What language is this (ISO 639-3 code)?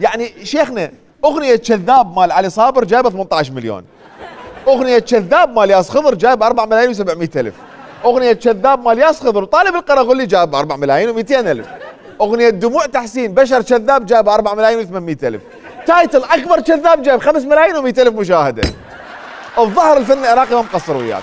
acm